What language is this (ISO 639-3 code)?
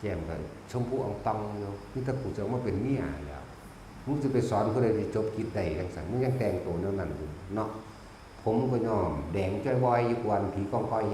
tts